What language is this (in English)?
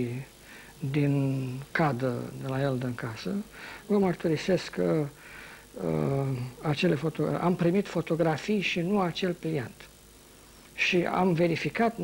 Romanian